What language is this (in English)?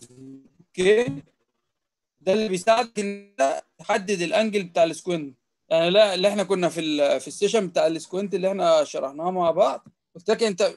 Egyptian Arabic